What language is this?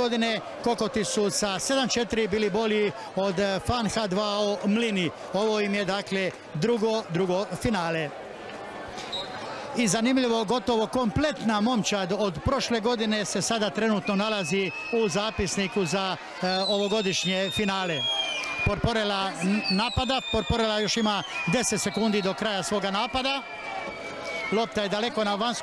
Croatian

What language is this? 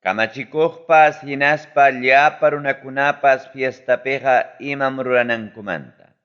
Ayacucho Quechua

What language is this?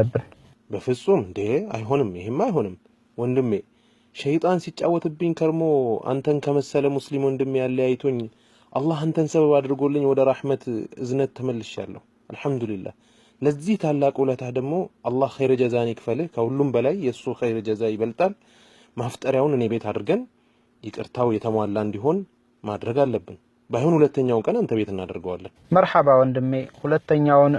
Amharic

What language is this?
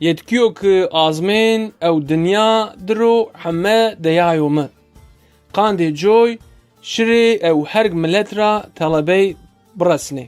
Zaza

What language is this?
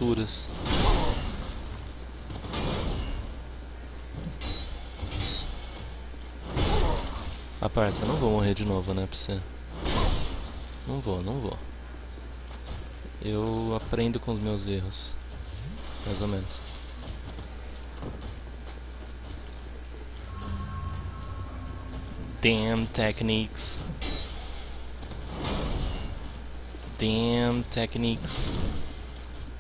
Portuguese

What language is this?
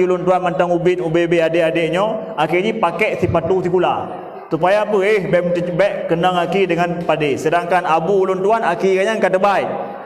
Achinese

